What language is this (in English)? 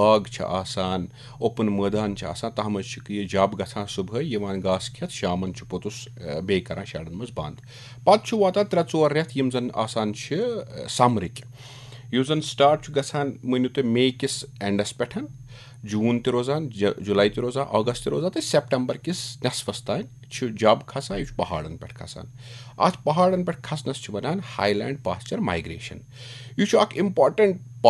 Kashmiri